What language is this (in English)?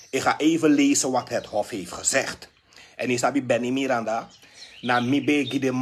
Sranan Tongo